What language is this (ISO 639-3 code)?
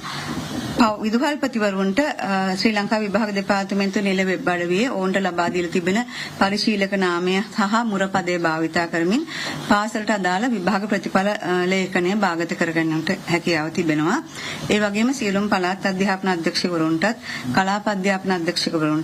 sin